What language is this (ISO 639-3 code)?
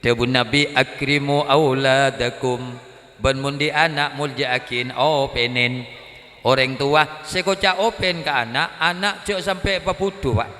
mad